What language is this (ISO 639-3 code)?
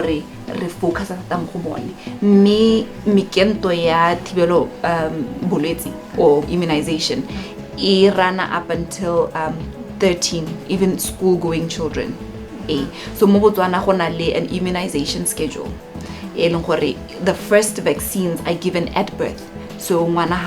tsn